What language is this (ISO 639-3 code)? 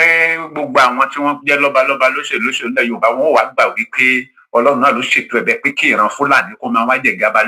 yor